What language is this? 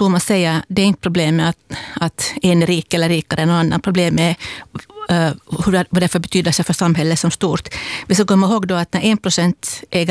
Swedish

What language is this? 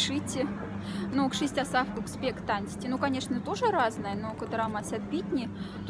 Moksha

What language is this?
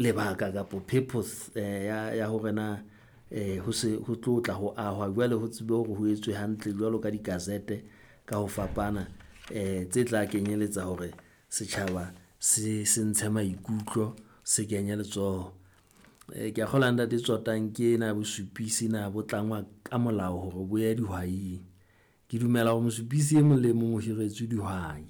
Southern Sotho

